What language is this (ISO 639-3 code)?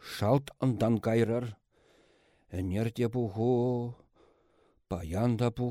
chv